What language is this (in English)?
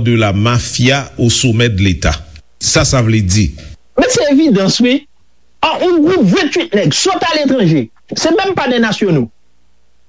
Haitian Creole